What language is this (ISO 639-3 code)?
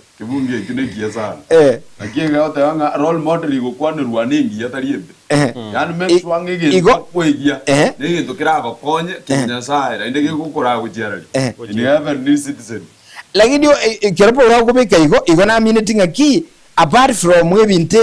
guz